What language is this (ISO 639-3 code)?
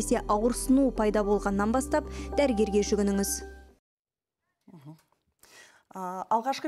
kaz